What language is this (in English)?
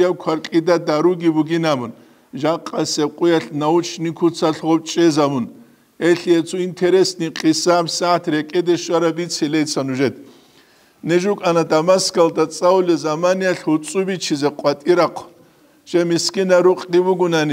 Avaric